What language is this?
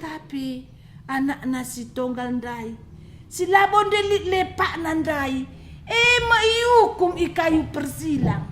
Batak Karo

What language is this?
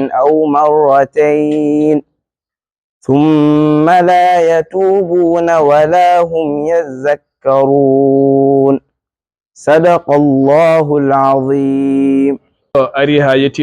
Fula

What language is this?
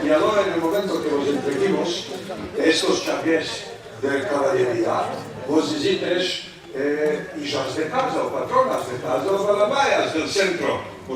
Ladino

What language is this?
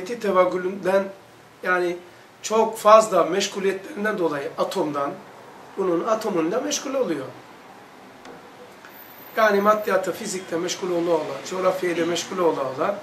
Turkish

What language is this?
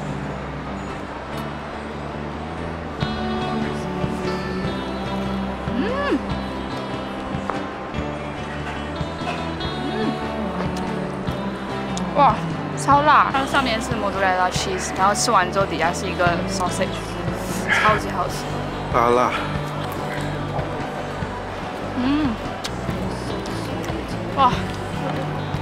Chinese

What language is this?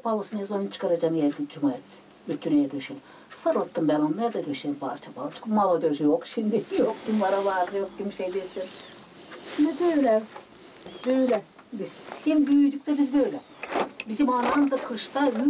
Gagauz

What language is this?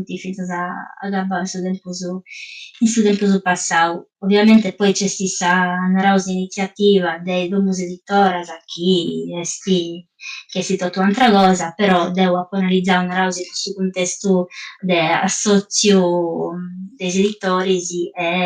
Sardinian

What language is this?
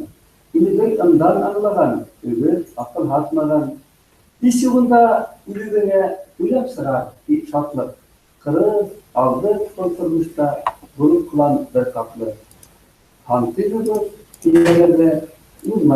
Bashkir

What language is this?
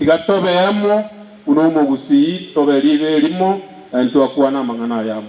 Gusii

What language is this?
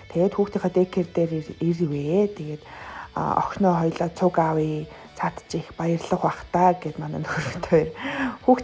Mongolian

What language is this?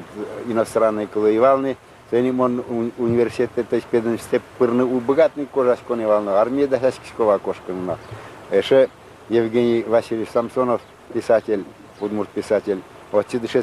Udmurt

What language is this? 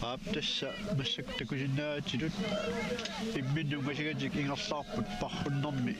Kalaallisut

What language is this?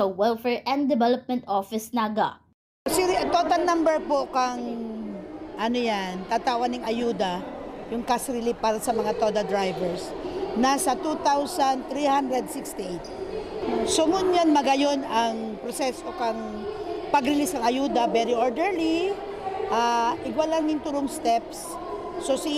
Bikol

